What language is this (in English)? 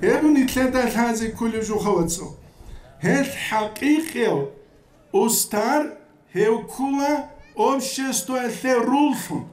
Avaric